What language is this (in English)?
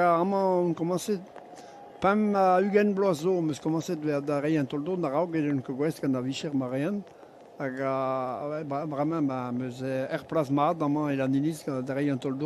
Breton